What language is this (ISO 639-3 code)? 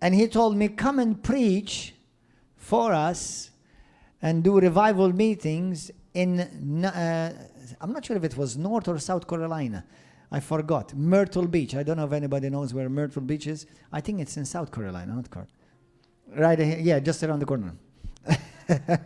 eng